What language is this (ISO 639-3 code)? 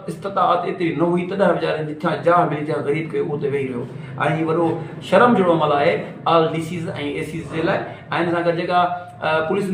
snd